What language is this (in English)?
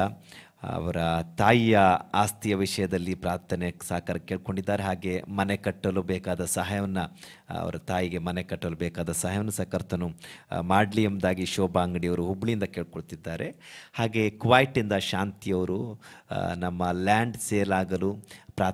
Kannada